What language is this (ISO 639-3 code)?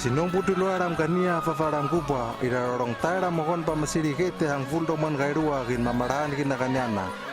lml